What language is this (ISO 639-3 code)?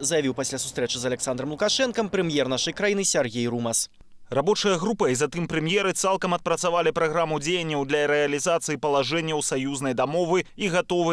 bel